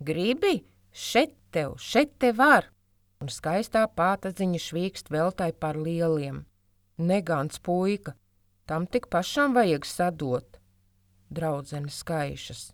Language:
Latvian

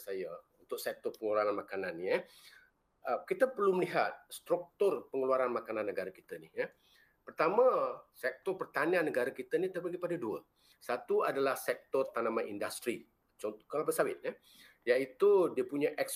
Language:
Malay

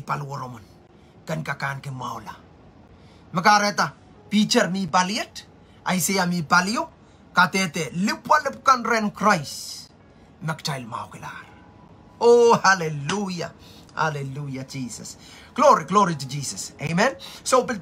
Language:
Pohnpeian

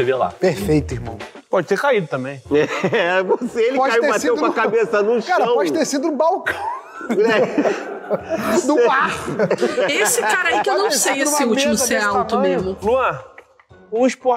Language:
Portuguese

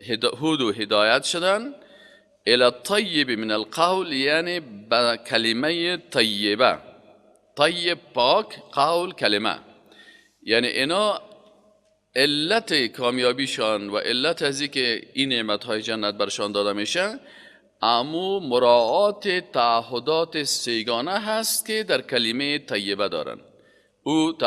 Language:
Persian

